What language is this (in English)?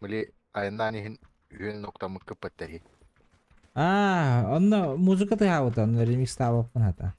Yakut